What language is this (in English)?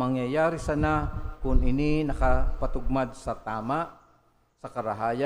Bikol